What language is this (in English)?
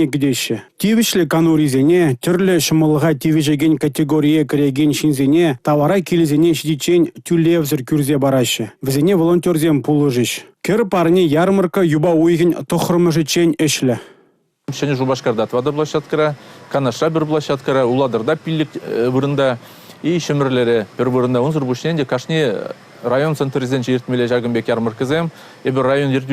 Chuvash